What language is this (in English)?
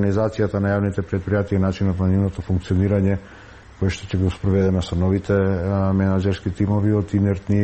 Macedonian